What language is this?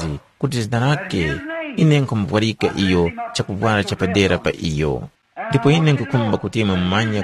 Tumbuka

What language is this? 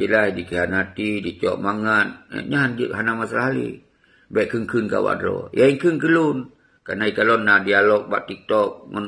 Achinese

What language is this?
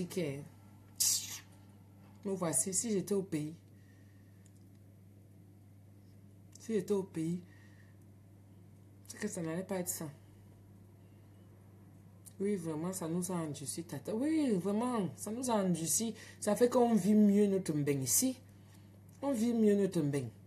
French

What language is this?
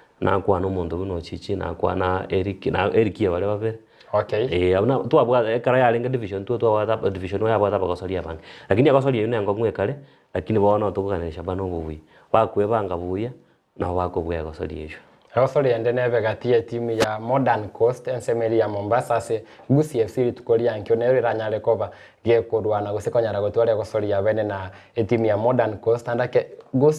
Gusii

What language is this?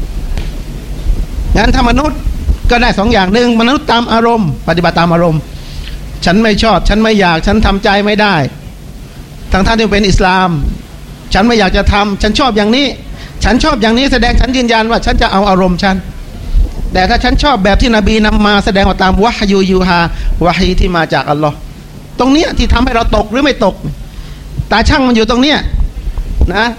Thai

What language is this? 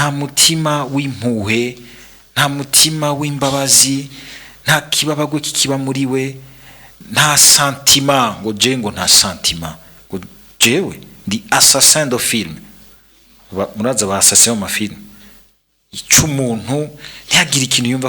Rundi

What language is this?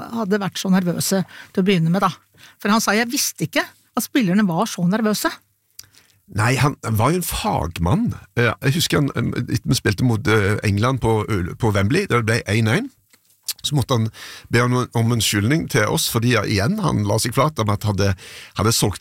Norwegian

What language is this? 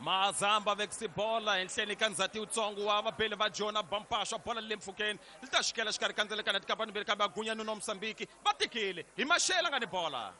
Tsonga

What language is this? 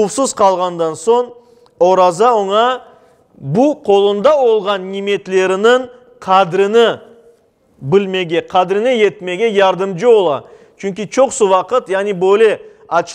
Crimean Tatar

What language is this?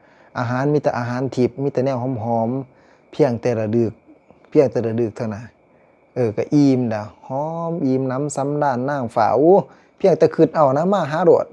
Lao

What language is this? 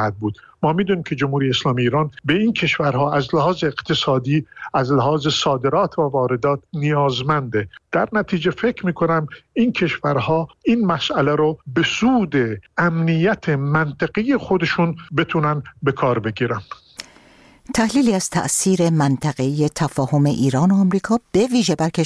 Persian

